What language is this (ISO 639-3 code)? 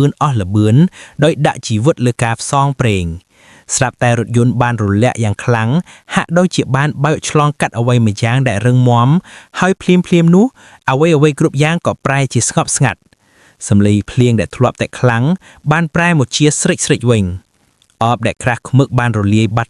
khm